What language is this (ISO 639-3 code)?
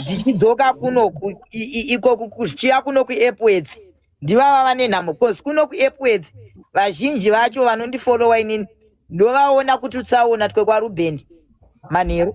sna